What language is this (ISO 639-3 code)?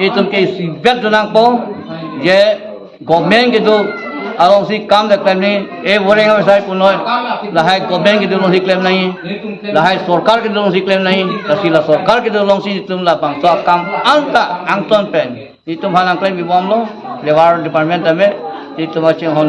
mjw